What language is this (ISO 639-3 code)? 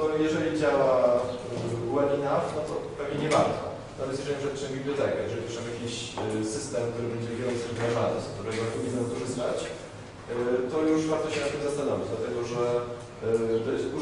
pol